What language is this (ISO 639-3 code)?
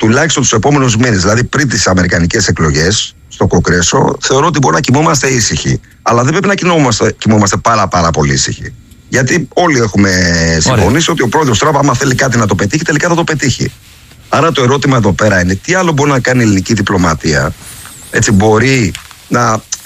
ell